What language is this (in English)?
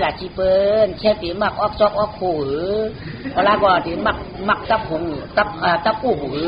Shan